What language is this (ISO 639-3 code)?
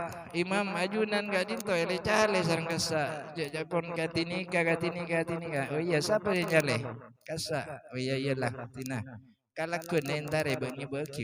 mad